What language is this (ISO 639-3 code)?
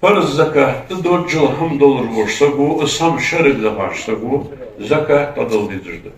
inh